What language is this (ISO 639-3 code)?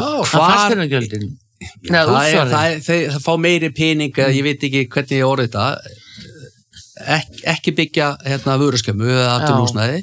isl